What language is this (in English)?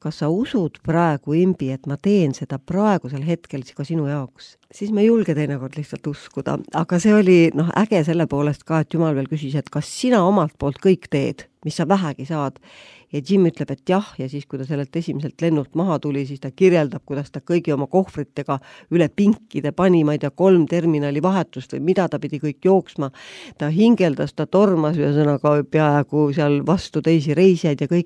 Estonian